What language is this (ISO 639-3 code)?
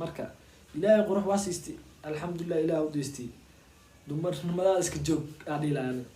som